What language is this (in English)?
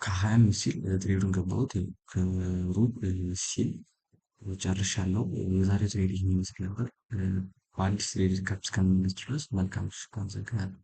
Amharic